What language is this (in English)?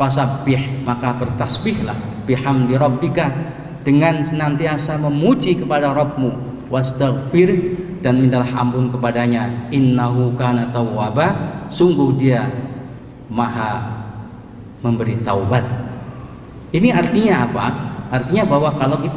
Indonesian